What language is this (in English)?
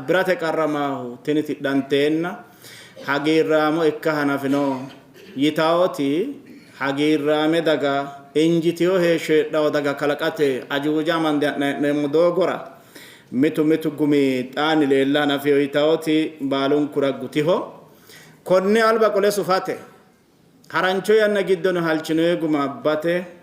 Sidamo